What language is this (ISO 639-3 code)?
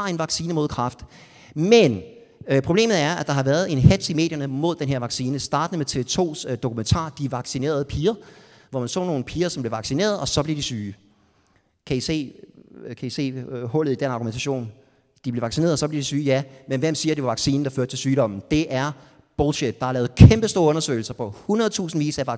dan